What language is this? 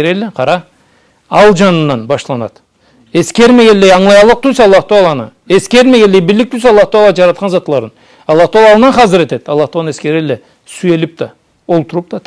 Karachay-Balkar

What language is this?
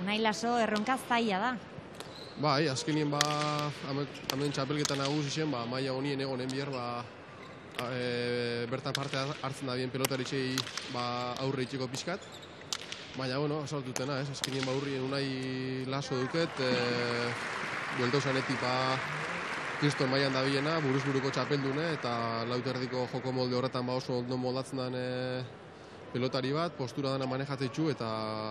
Basque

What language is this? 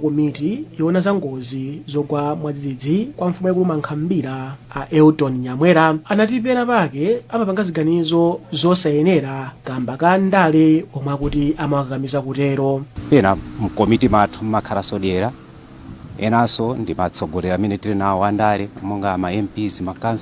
Nyanja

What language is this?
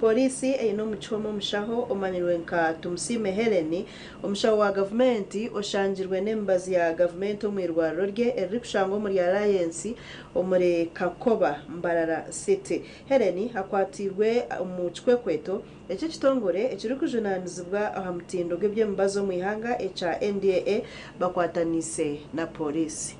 Nyankole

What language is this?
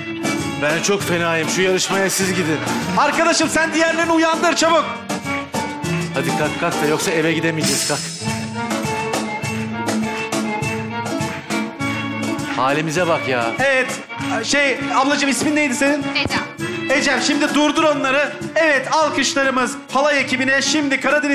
Turkish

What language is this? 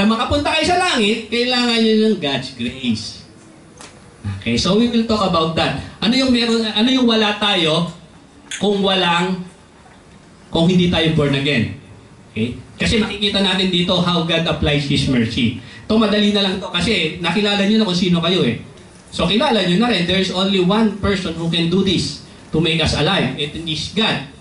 Filipino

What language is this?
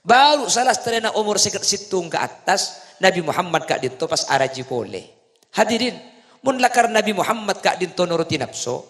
Madurese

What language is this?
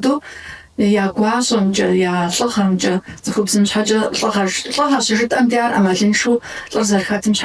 Kabardian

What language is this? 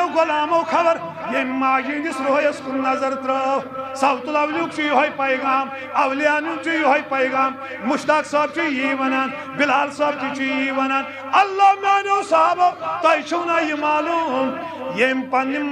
Kashmiri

